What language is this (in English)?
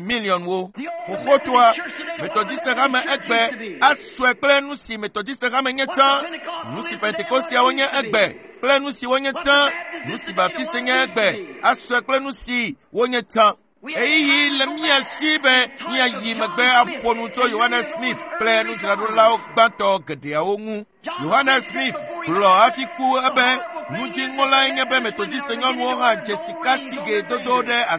Ewe